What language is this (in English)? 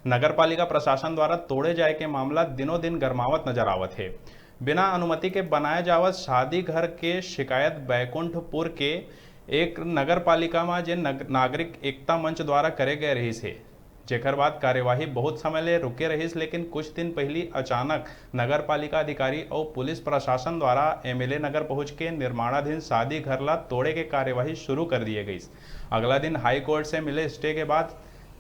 Chhattisgarhi